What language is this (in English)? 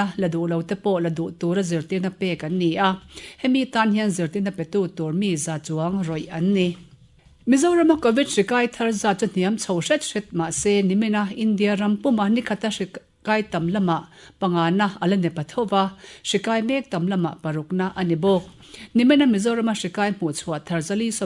Mizo